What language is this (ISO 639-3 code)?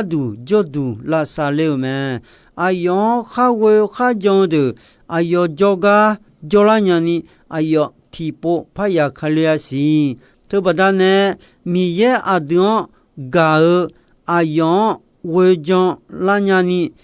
ahk